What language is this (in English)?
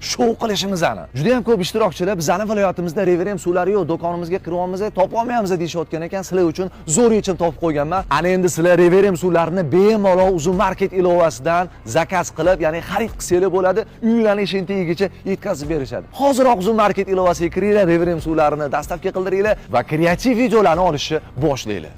Uzbek